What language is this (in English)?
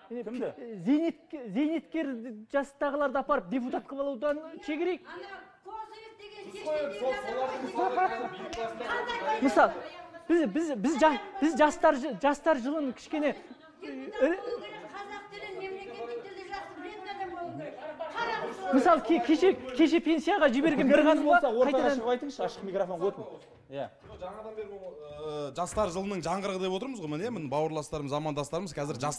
Kazakh